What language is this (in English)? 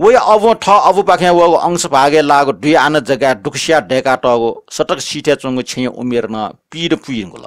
Newari